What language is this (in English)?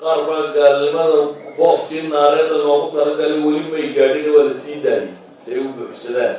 Somali